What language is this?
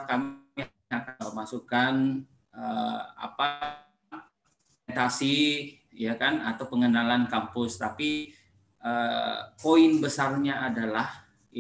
Indonesian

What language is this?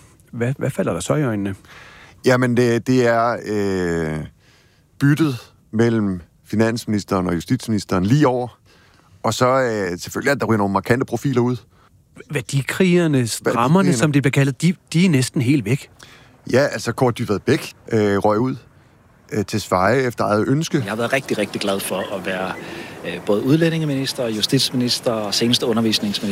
Danish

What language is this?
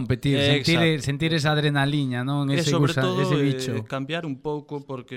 Galician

